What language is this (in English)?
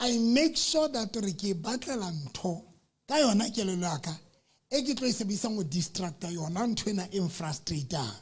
Southern Sotho